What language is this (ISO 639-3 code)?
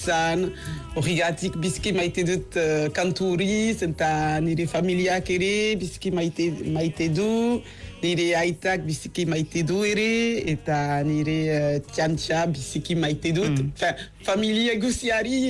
eus